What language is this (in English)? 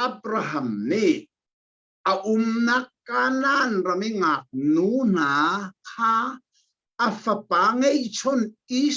Hakha Chin